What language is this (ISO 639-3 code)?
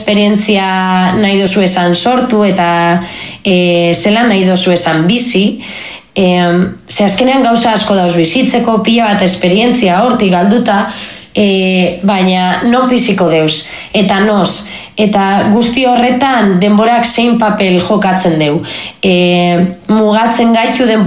eus